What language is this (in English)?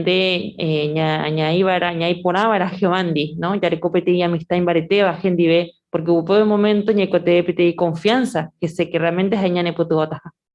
Guarani